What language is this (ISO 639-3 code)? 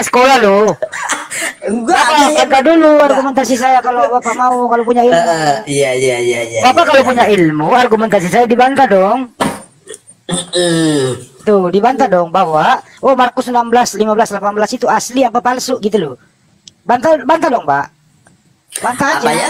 ind